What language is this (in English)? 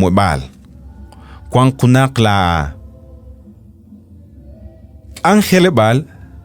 Kekchí